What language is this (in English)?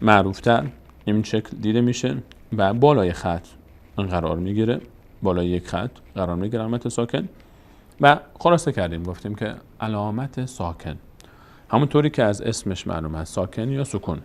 Persian